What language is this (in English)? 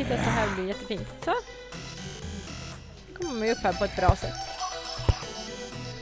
Swedish